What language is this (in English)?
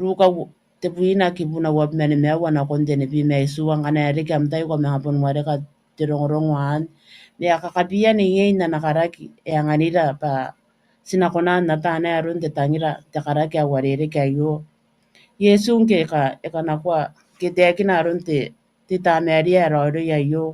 Gilbertese